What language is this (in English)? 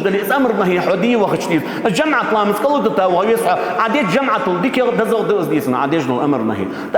Ingush